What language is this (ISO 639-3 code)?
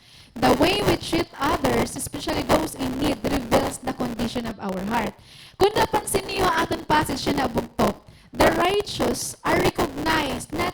war